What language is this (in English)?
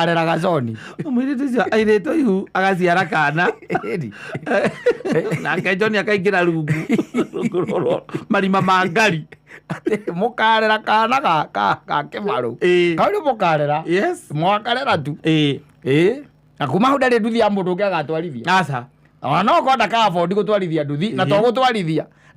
Kikuyu